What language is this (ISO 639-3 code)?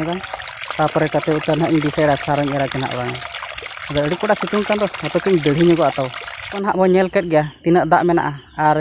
sat